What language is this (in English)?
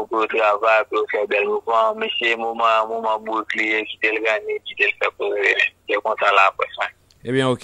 Haitian Creole